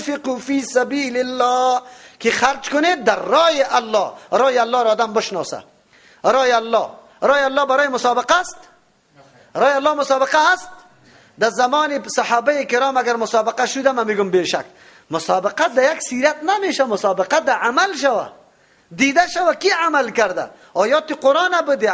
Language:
Persian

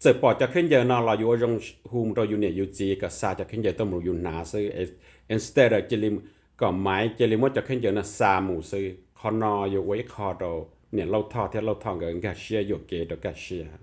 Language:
Hmong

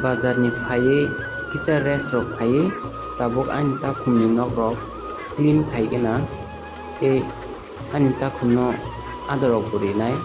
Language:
Kok Borok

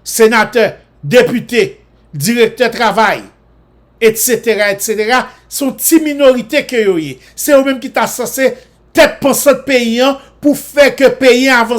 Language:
Haitian Creole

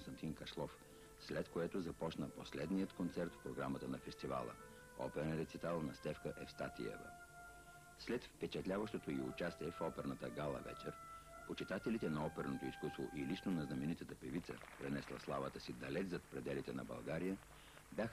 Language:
Bulgarian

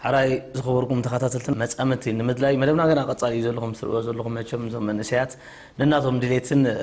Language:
Tigrinya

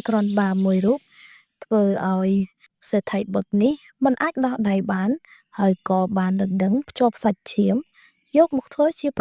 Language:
Khmer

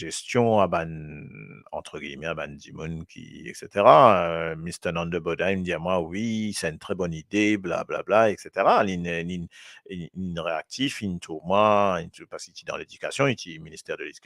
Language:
Morisyen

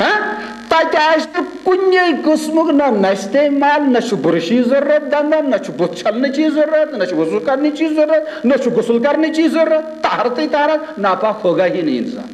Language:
Kashmiri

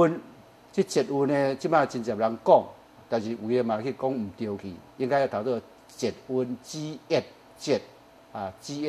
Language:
Min Nan Chinese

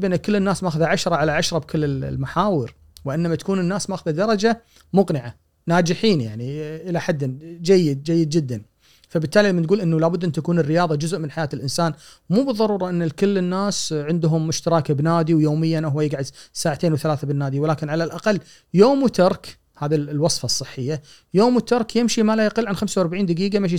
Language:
Gulf Arabic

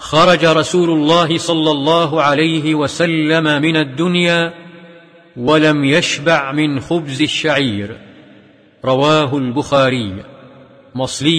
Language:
Arabic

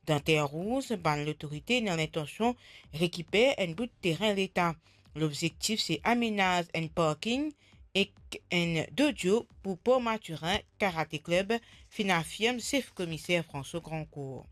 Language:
Morisyen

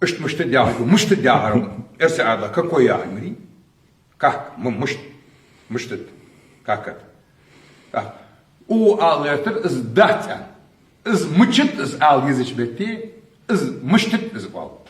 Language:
Ingush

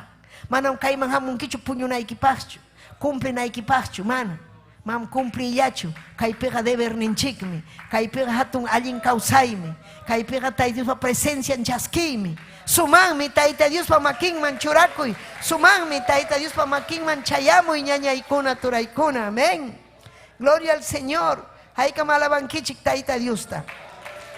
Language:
Ayacucho Quechua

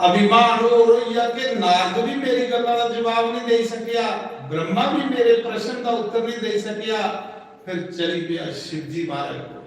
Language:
Dogri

